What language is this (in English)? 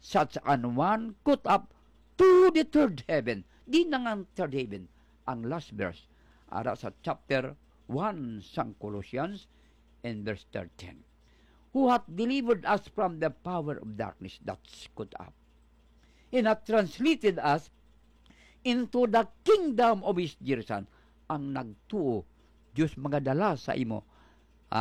Hiligaynon